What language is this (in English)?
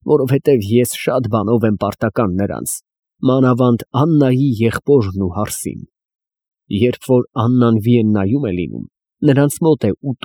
Armenian